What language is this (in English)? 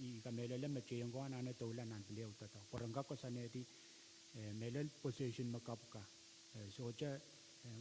Pohnpeian